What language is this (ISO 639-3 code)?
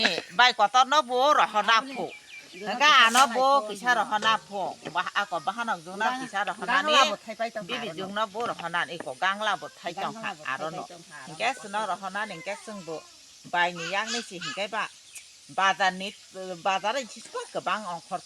trp